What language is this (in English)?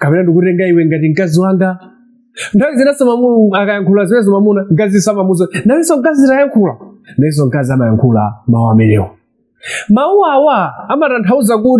Nyanja